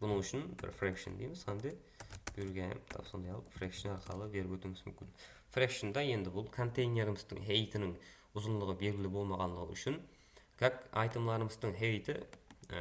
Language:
Kara-Kalpak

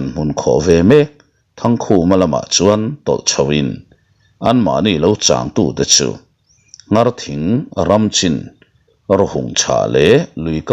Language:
Mizo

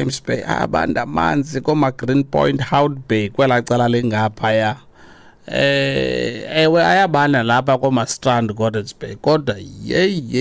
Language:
Xhosa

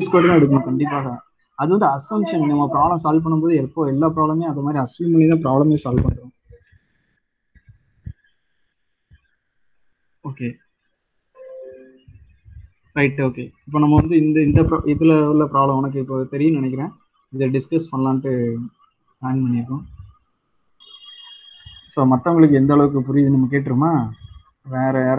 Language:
Tamil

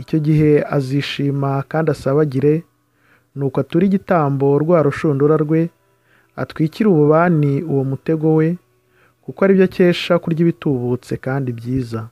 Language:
Kinyarwanda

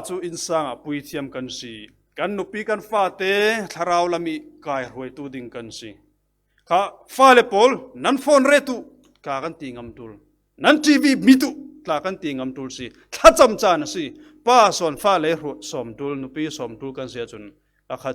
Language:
Falam Chin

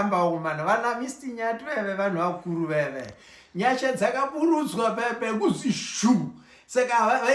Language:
Shona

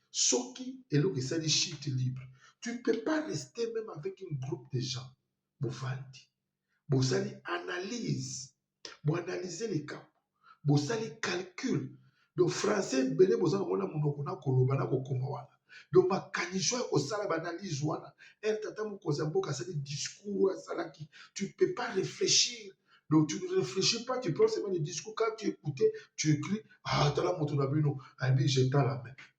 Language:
Lingala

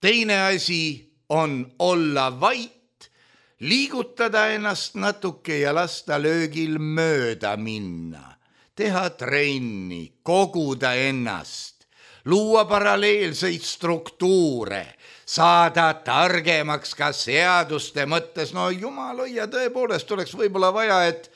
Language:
Estonian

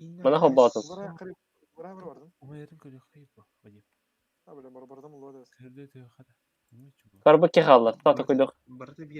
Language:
Yakut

